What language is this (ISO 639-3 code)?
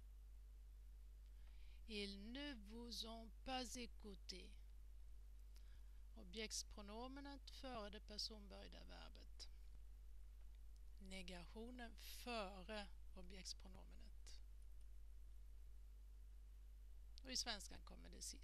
swe